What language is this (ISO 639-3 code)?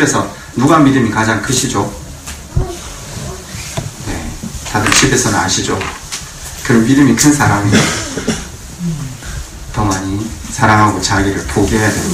kor